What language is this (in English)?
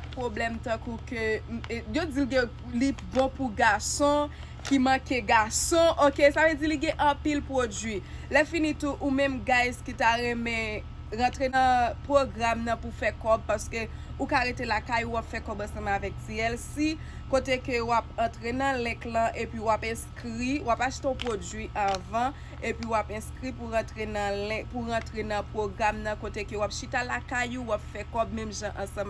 Haitian Creole